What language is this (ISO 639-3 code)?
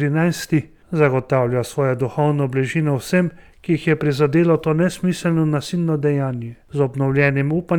slv